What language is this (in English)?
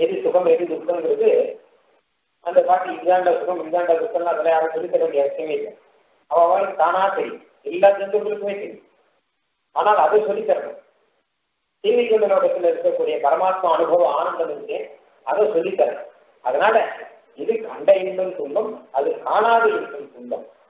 Tamil